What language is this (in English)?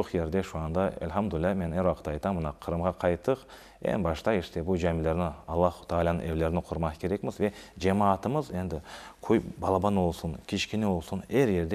Crimean Tatar